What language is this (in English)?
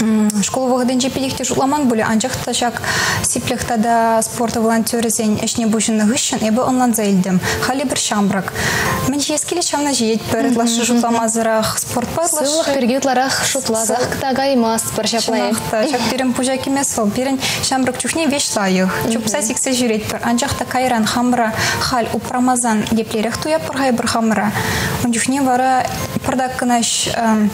Chuvash